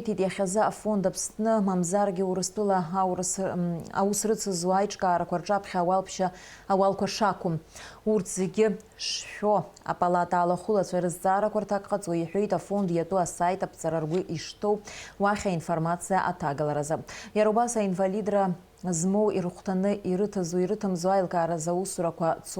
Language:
Abkhazian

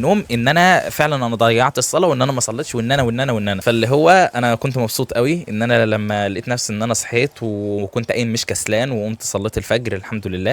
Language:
Egyptian Arabic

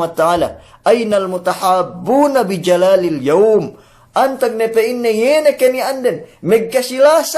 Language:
Yakan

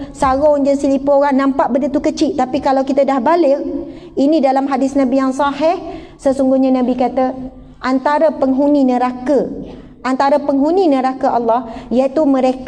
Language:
Malay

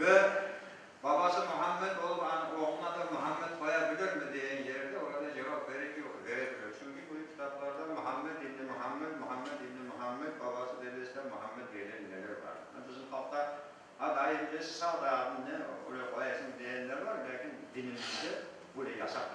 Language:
Crimean Tatar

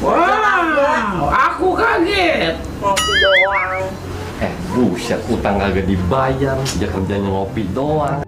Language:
Betawi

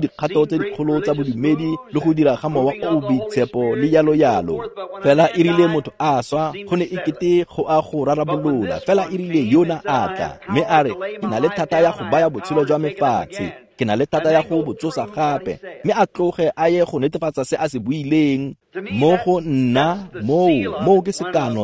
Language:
Tswana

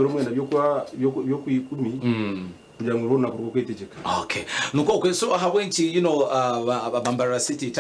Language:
Nyankole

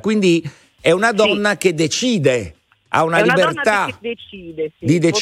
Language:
Italian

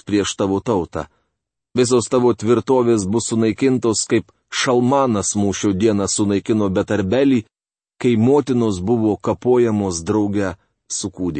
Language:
Lithuanian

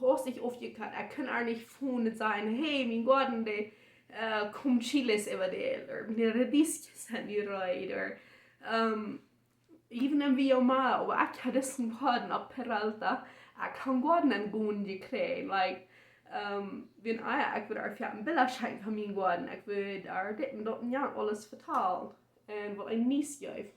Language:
Plautdietsch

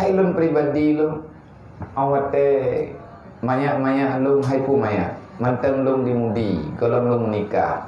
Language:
Achinese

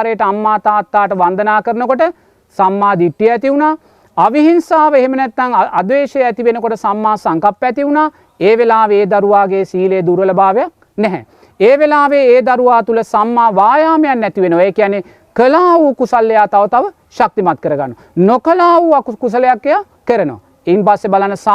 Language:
Sinhala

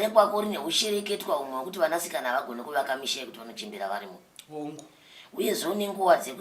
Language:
Shona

